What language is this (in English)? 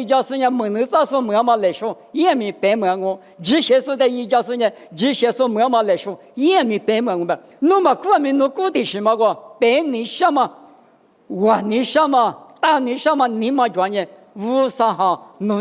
Lisu